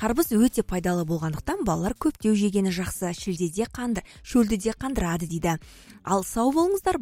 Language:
Kazakh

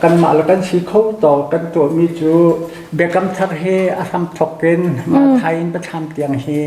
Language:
Hakha Chin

